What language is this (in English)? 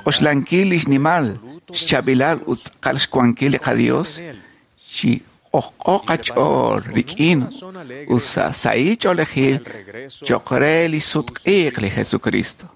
Kekchí